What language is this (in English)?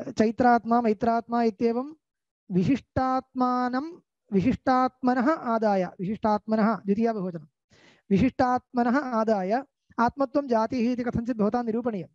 Sanskrit